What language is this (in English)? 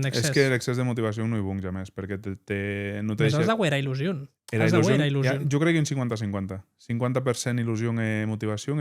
Occitan